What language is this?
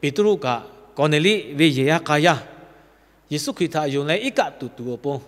Lahu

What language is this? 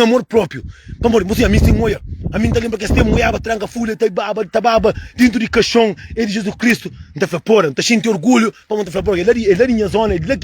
Kabuverdianu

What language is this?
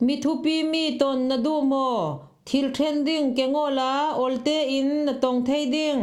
Falam Chin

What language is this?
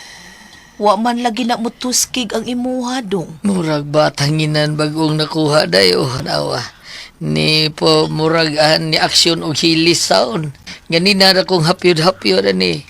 Cebuano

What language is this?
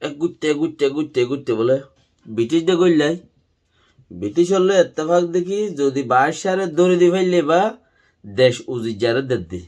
Rohingya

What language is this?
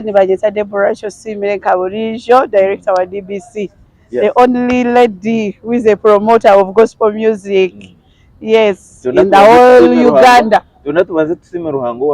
Nyankole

